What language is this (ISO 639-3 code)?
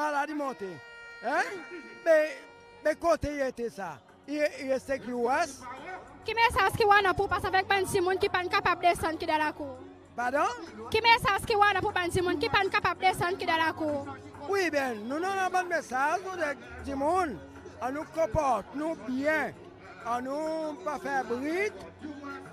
crs